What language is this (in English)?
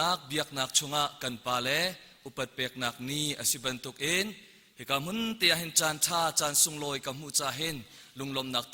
Hakha Chin